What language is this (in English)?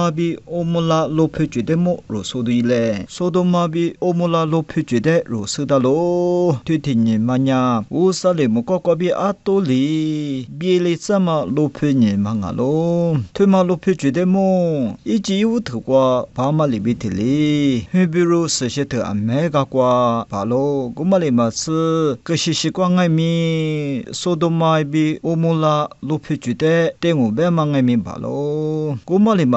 Lisu